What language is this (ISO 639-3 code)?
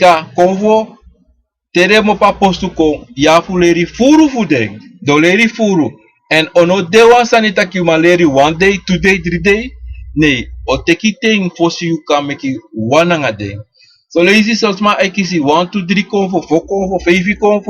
srn